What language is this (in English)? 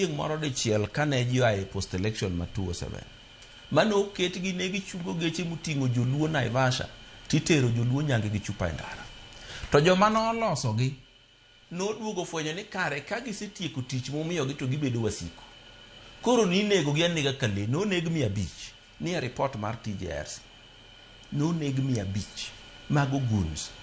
Luo (Kenya and Tanzania)